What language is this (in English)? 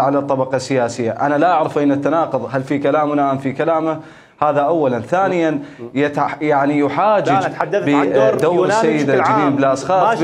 Mesopotamian Arabic